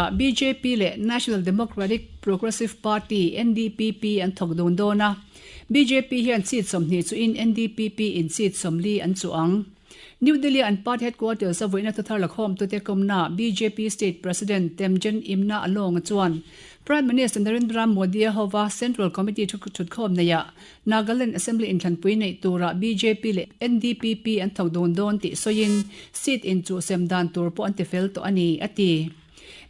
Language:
Mizo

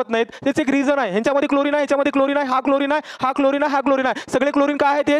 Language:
Marathi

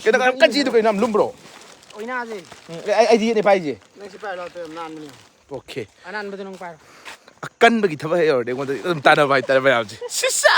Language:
Manipuri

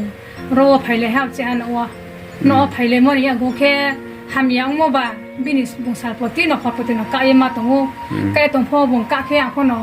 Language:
Riang (India)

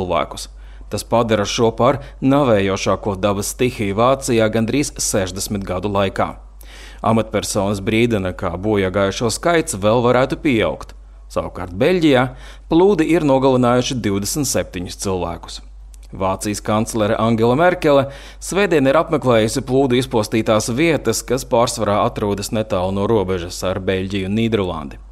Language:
Latvian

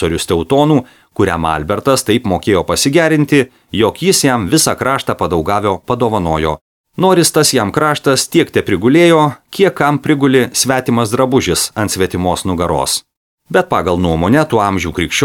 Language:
Lithuanian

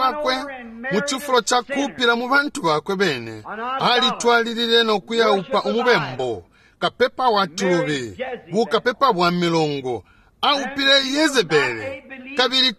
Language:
Bemba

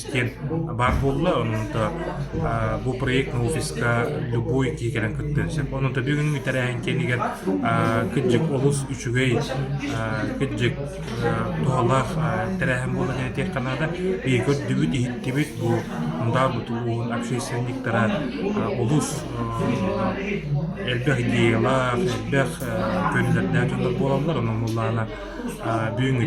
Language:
Yakut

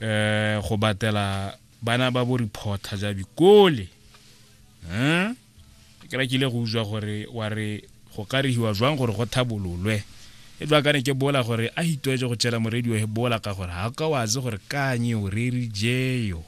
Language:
Tswana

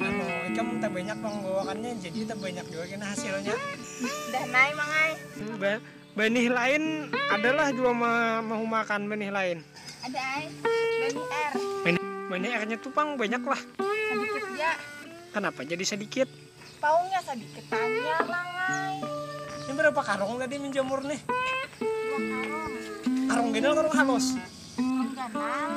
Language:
Banjar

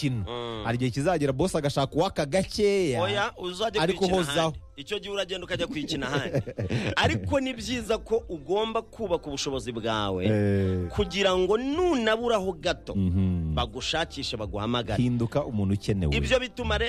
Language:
Kinyarwanda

